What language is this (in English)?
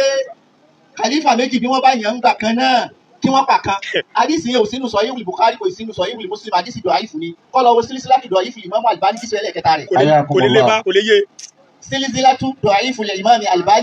Yoruba